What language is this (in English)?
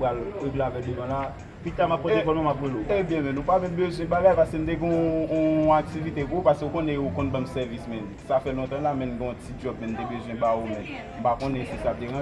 Haitian Creole